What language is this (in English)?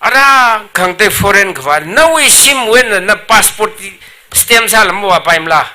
Tangkhul Naga (India)